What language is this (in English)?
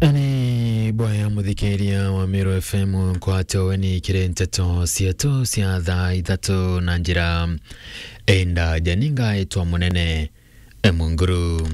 Meru